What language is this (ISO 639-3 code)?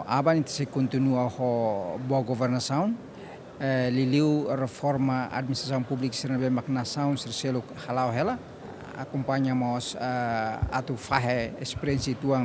tet